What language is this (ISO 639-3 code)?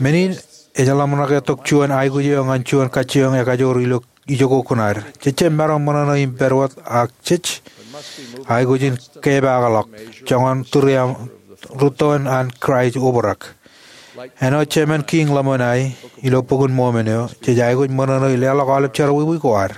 mah